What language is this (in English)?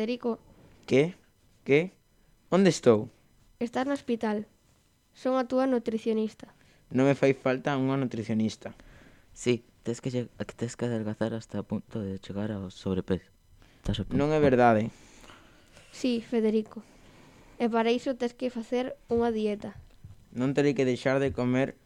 Galician